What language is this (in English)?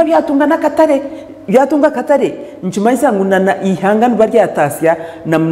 Nyankole